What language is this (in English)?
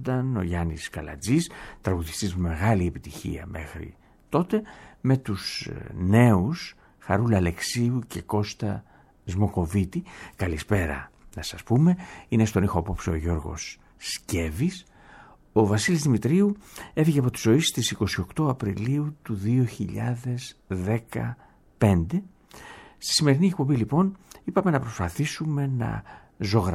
Greek